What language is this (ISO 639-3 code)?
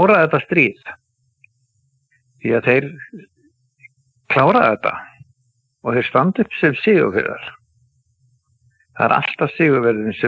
isl